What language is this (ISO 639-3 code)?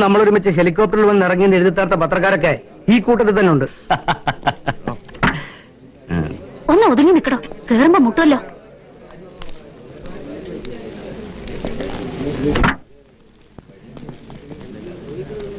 mal